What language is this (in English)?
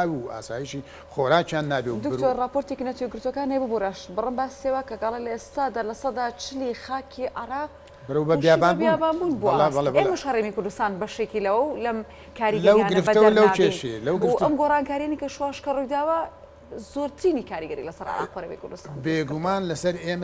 Central Kurdish